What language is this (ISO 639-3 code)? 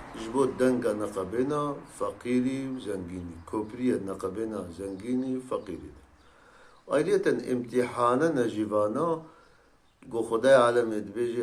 kur